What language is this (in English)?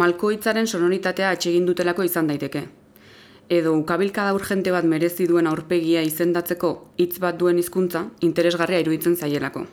Basque